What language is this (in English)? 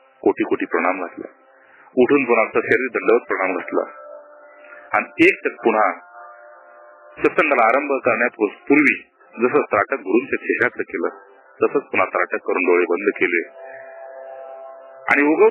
Marathi